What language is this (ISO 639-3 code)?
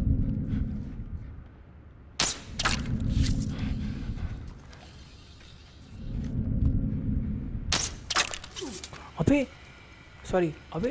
hin